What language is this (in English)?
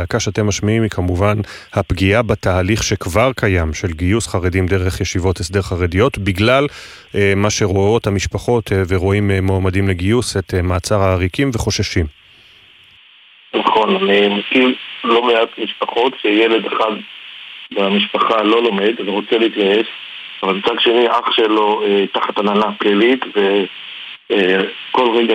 Hebrew